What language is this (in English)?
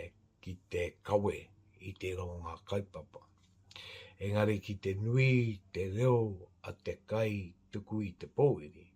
Māori